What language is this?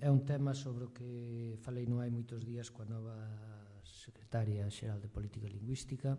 Galician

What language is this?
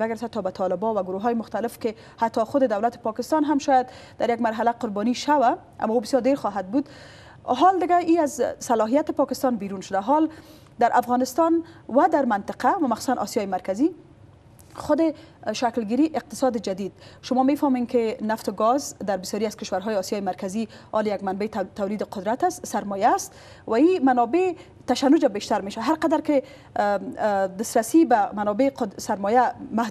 Persian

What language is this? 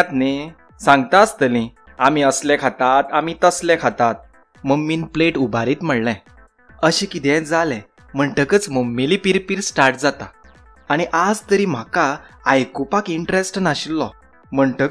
Konkani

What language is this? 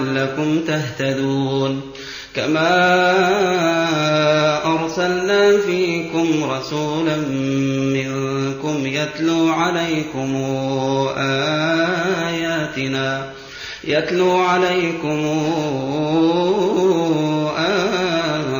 Arabic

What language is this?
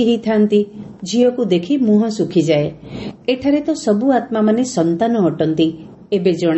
Odia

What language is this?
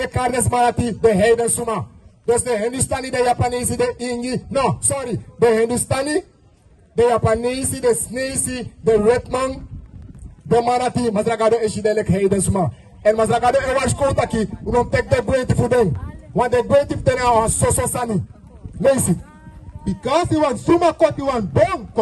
Sranan Tongo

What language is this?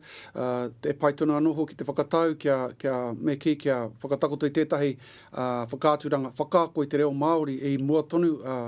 Māori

